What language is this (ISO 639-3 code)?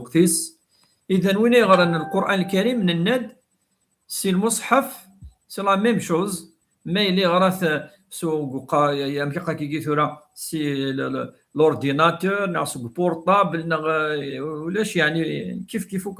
kab